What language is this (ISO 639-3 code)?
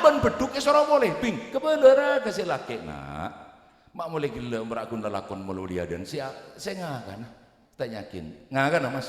mad